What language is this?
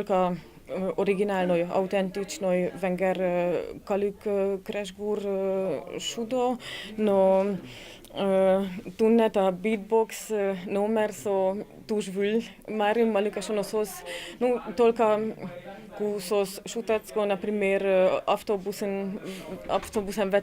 Udmurt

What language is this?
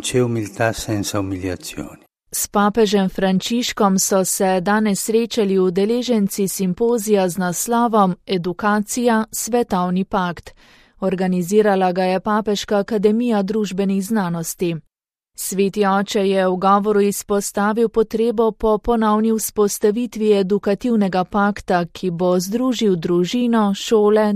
Slovenian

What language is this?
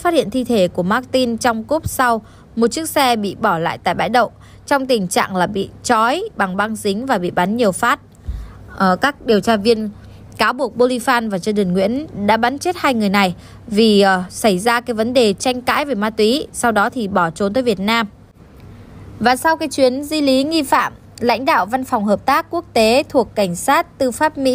Vietnamese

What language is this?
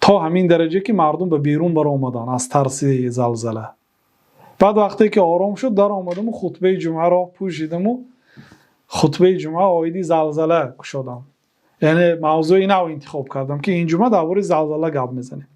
Tajik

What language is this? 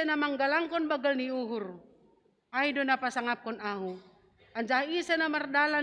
Batak Simalungun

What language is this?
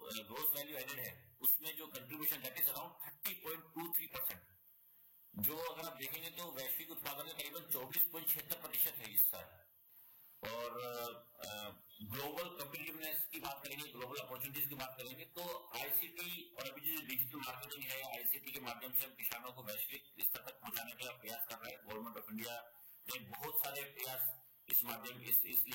Hindi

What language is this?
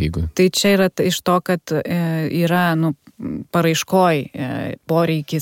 Lithuanian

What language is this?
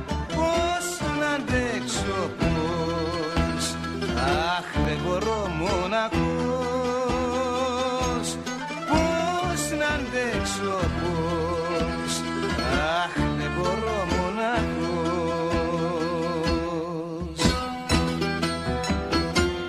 Greek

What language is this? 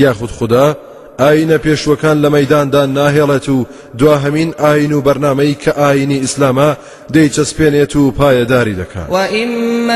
Central Kurdish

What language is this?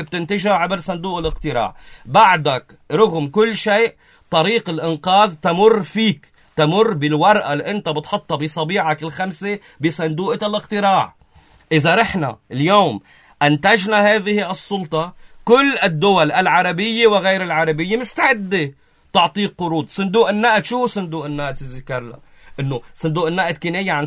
North Levantine Arabic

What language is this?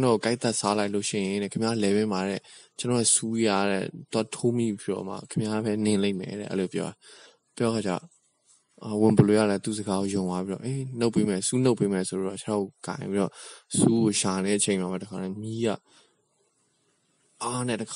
Burmese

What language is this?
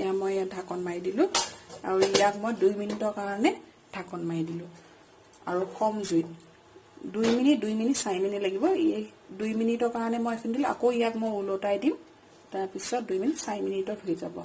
Assamese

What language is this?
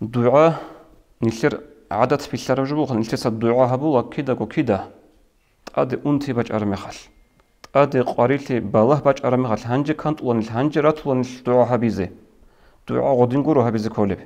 Avaric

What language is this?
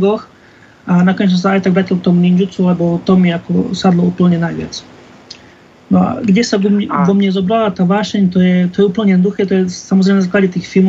Slovak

